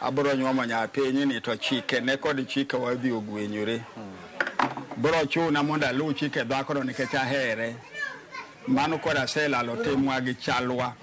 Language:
Luo (Kenya and Tanzania)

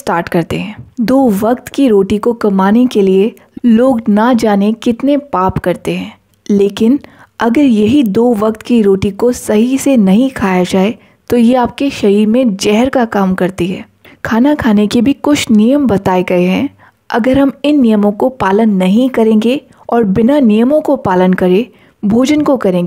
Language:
Hindi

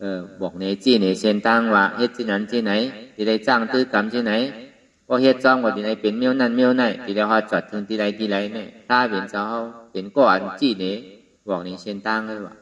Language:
Shan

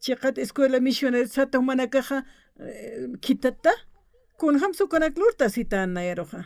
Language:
Aymara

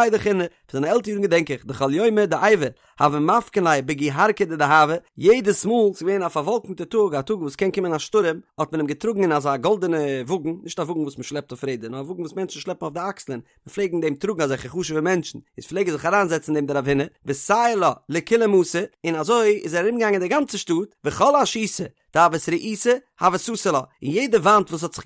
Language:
Yiddish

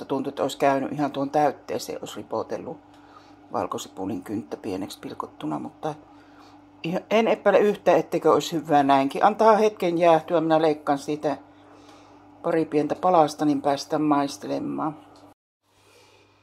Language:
Finnish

